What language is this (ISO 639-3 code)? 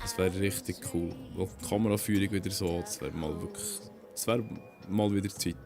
gsw